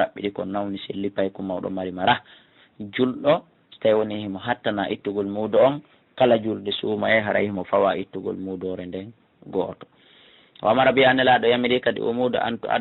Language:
Fula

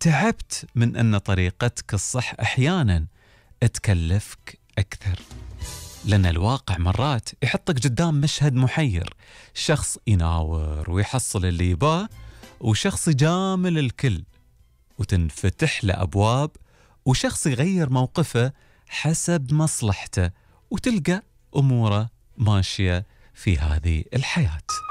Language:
Gulf Arabic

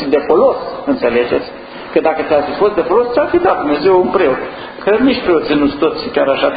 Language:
Romanian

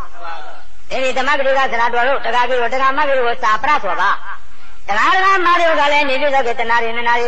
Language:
Burmese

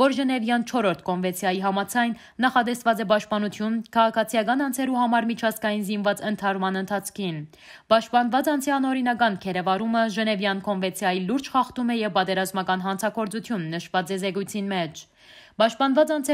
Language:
Western Armenian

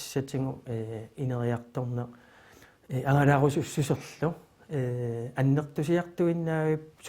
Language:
Kalaallisut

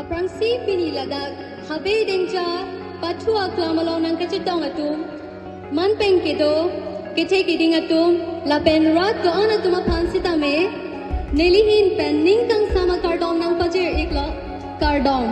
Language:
Karbi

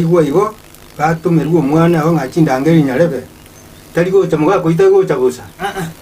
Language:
Gusii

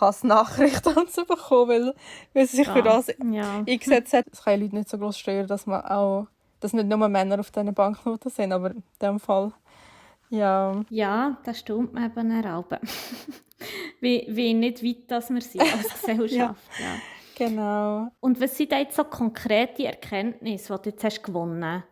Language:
Swiss German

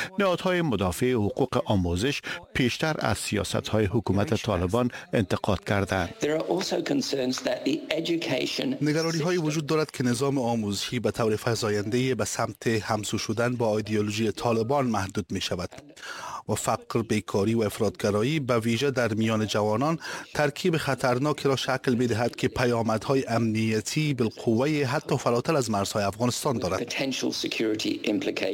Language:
Persian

